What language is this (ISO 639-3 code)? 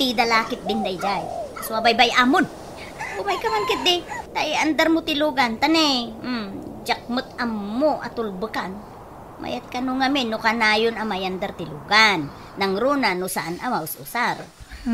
ilo